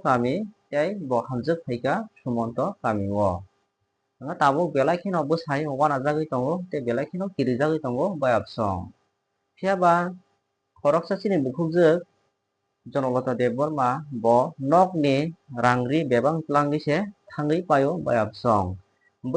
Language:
Kok Borok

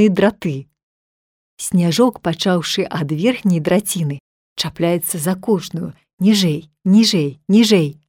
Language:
Belarusian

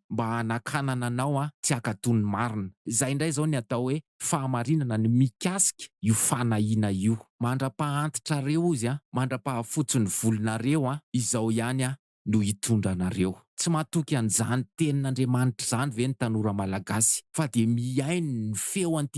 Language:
Malagasy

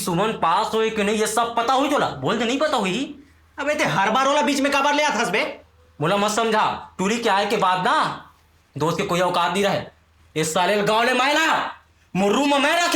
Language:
Chhattisgarhi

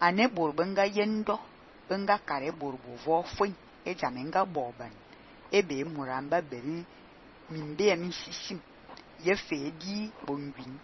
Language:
Fang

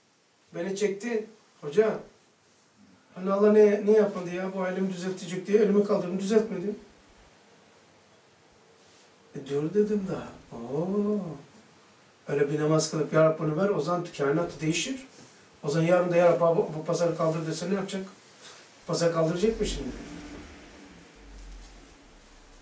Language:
Turkish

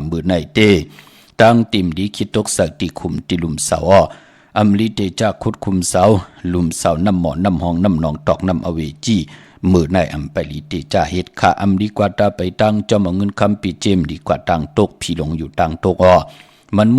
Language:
Shan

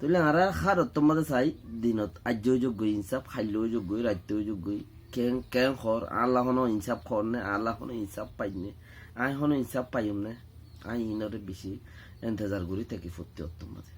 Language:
Rohingya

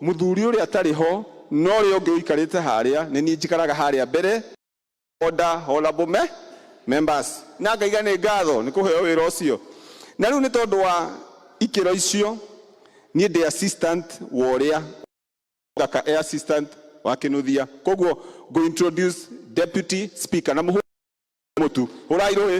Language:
Kikuyu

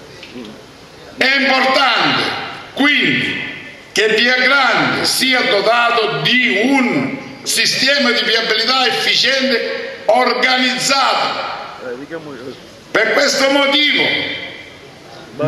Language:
Italian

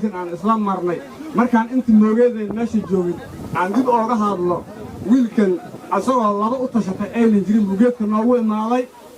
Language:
Somali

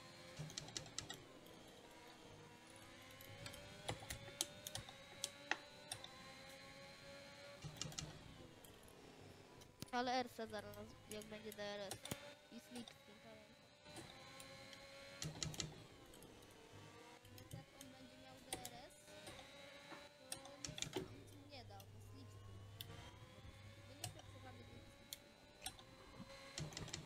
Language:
Polish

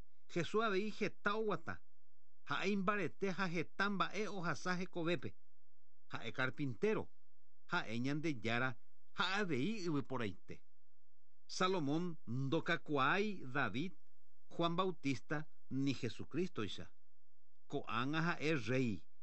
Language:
Guarani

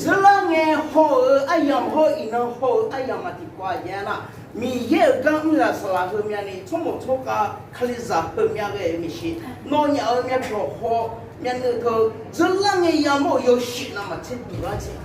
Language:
Akha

